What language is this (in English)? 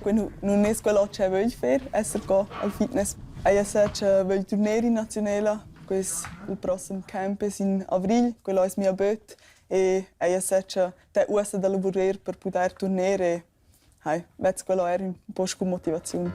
Romansh